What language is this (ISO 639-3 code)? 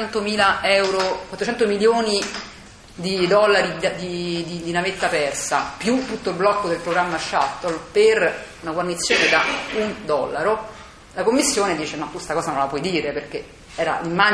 ita